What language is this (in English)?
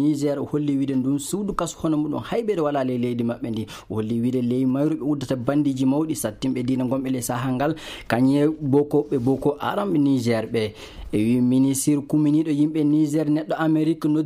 Maasina Fulfulde